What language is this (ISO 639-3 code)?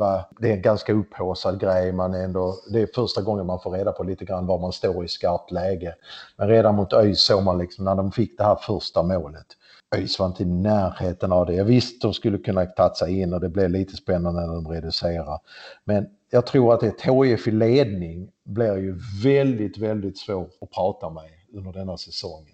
swe